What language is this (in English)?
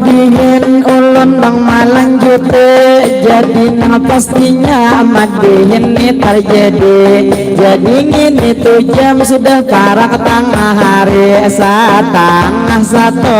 Banjar